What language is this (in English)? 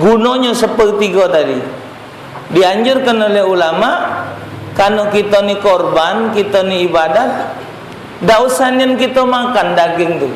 Musi